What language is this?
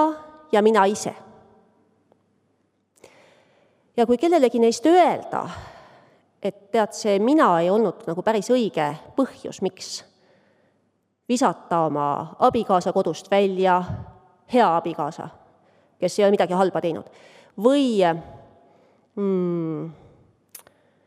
Estonian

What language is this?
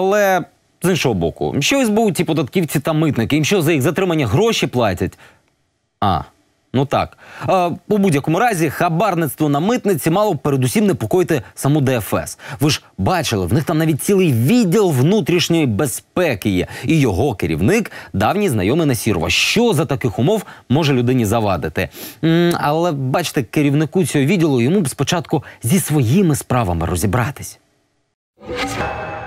Ukrainian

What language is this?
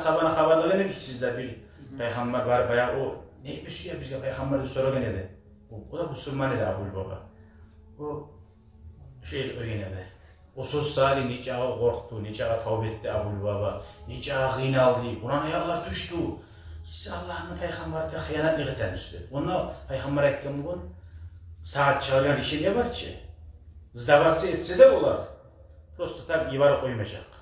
Kumyk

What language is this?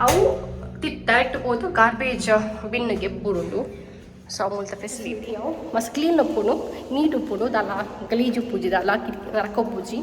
Tulu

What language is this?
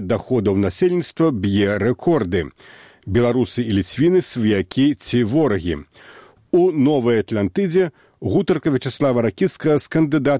Belarusian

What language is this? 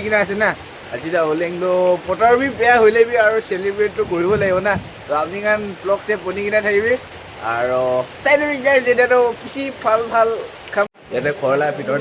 Naga Pidgin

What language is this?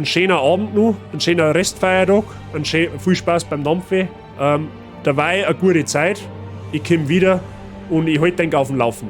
Bavarian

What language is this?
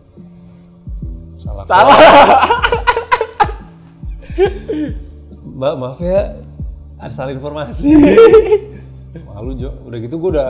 Indonesian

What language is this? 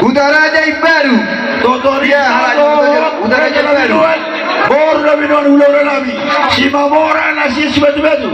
Batak Toba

